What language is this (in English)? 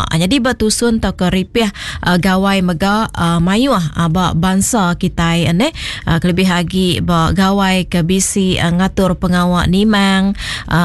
Iban